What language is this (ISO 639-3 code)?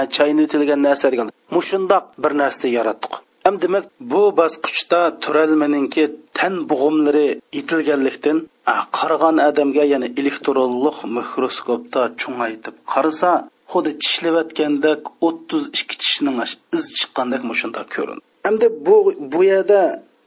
uig